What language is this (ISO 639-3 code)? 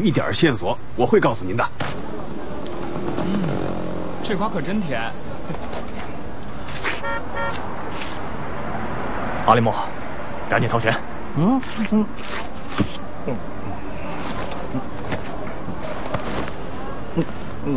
zho